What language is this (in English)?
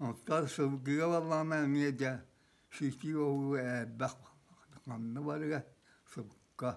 Yakut